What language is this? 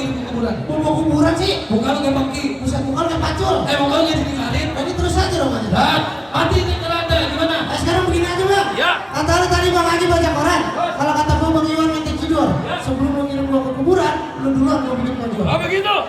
Betawi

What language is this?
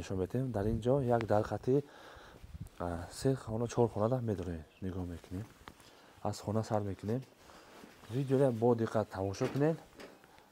Tajik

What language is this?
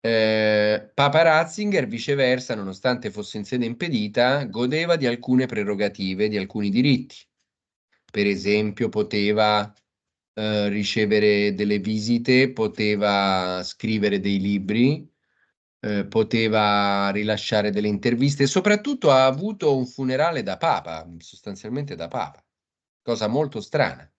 Italian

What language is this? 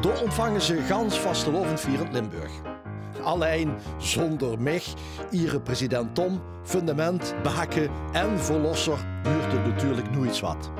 Limburgish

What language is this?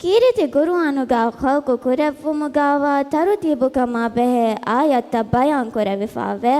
Divehi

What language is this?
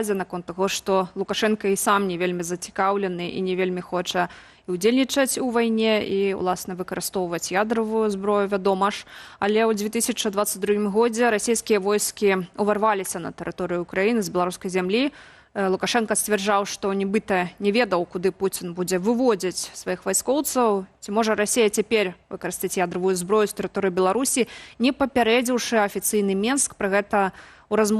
Belarusian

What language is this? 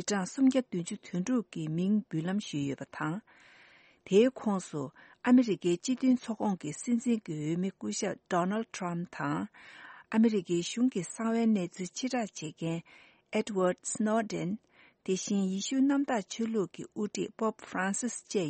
Tibetan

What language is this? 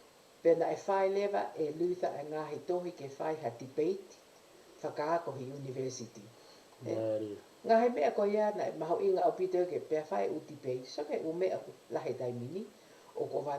Tongan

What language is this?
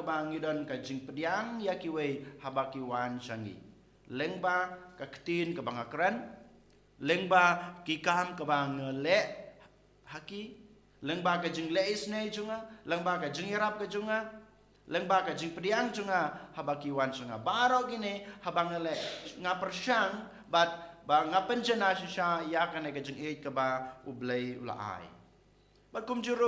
Khasi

